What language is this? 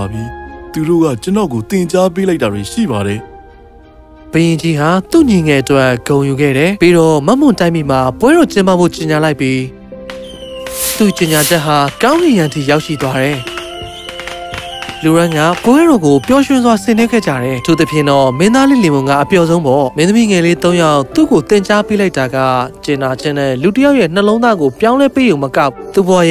Burmese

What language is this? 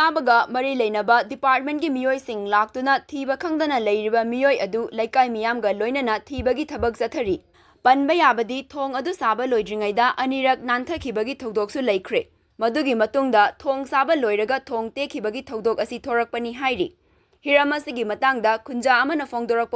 Manipuri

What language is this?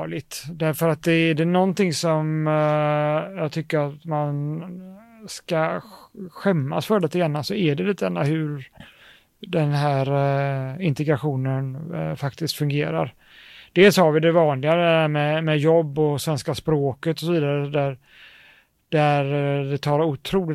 Swedish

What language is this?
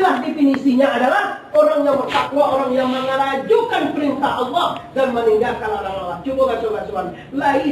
Minangkabau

